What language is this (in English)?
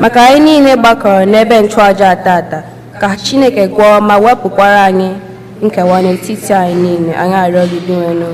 Igbo